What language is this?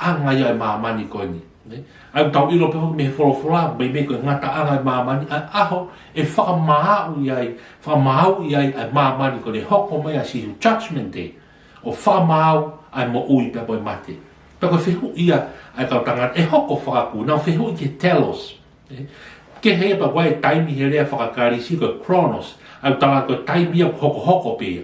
Tongan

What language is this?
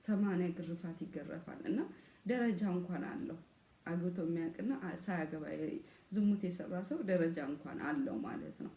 Amharic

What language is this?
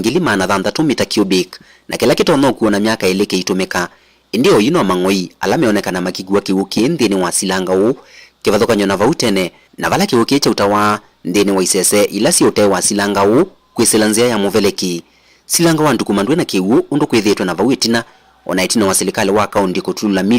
Kamba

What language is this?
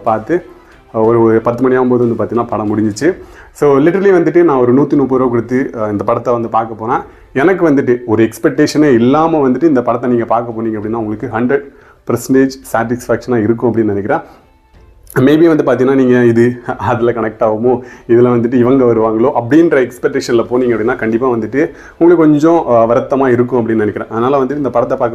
Tamil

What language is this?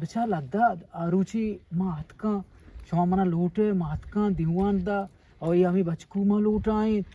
Eastern Balochi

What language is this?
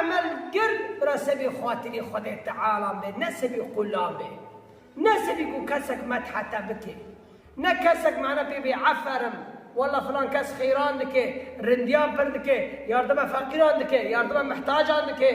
Kurdish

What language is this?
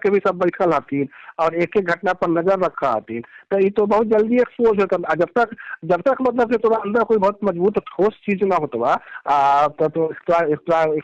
Magahi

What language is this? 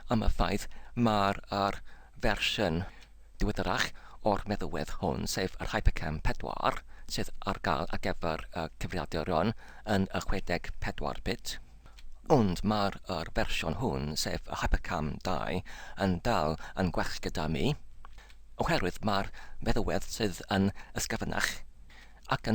Welsh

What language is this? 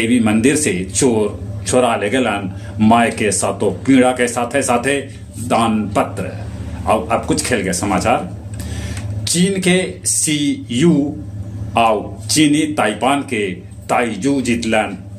Magahi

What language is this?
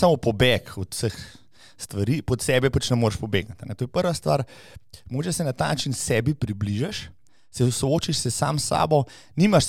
Slovenian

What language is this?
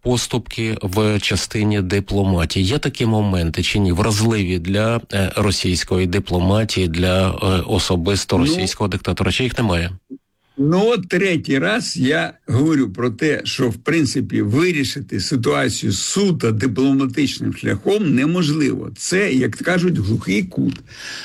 Ukrainian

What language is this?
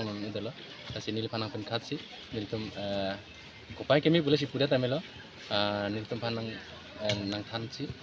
Karbi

